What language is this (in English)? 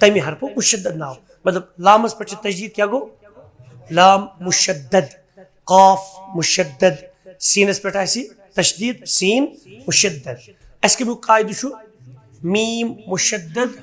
Kashmiri